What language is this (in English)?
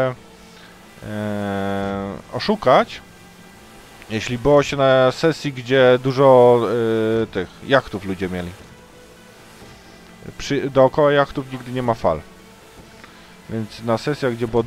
Polish